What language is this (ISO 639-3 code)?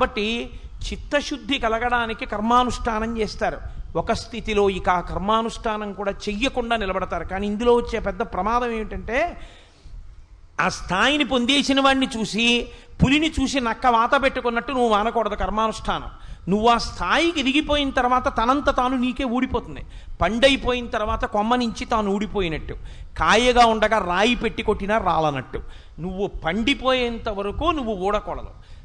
tel